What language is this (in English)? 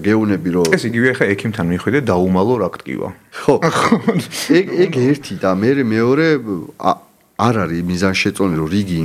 Georgian